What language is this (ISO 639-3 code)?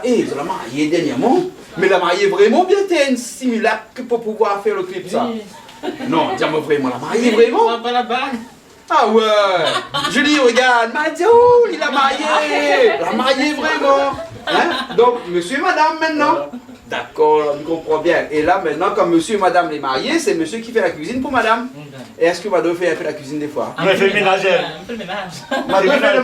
rcf